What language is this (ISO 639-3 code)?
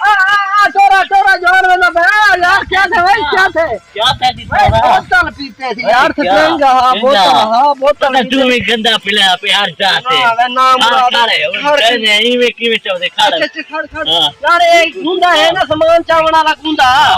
skr